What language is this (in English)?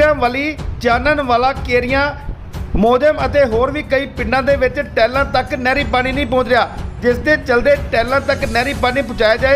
Punjabi